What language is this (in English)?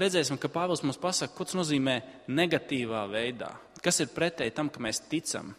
Latvian